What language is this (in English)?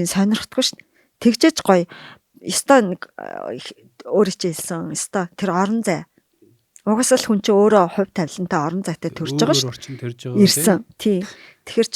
Mongolian